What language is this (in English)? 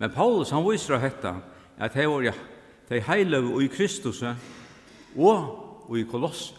Faroese